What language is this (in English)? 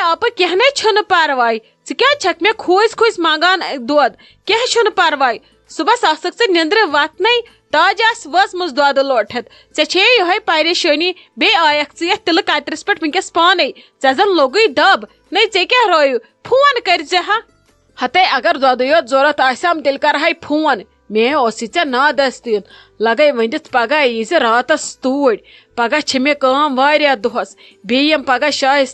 Kashmiri